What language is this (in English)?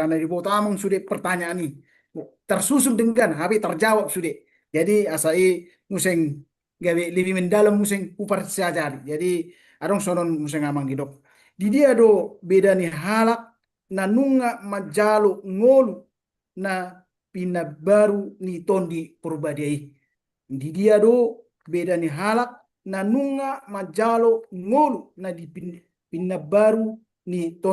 Batak Toba